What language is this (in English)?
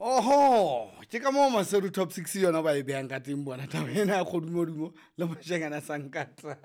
Southern Sotho